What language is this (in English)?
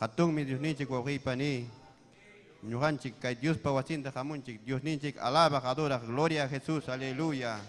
Ayacucho Quechua